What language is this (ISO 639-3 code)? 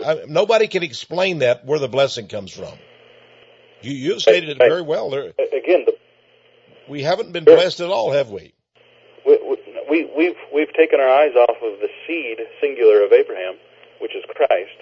eng